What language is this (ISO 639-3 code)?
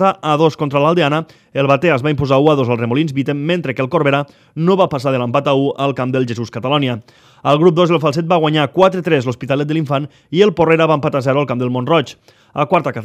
cat